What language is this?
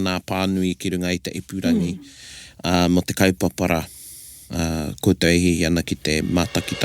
Māori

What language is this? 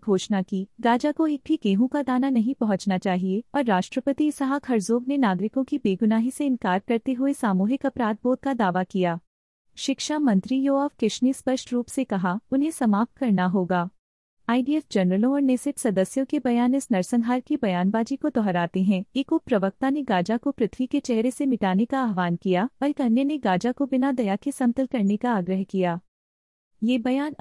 Hindi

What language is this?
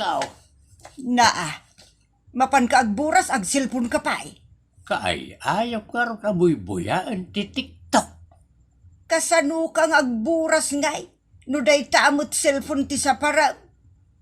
Iloko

